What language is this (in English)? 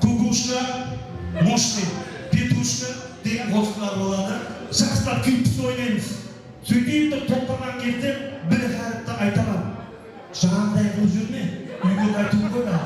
Kara-Kalpak